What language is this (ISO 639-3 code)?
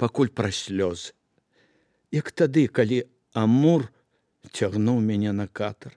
bel